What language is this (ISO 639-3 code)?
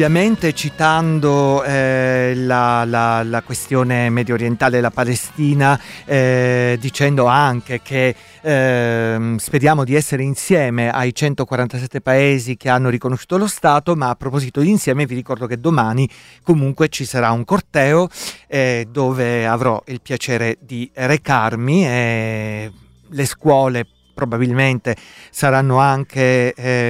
ita